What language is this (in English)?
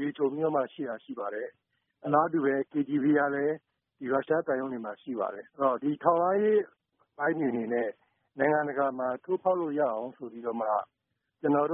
Burmese